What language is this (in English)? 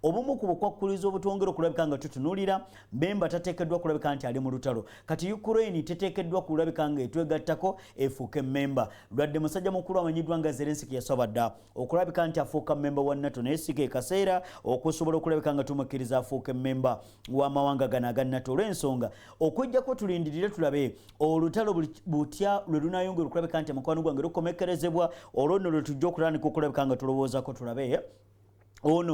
Ganda